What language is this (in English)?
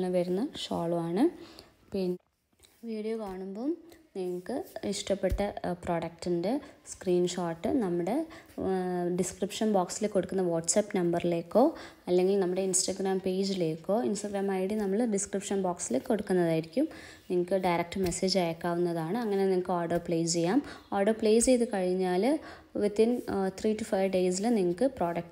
Malayalam